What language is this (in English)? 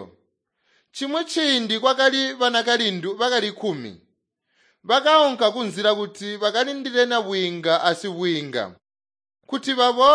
Tonga (Zambia)